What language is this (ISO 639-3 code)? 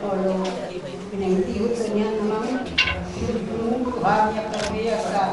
bbc